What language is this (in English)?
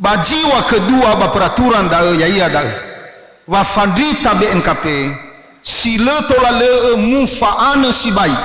Nias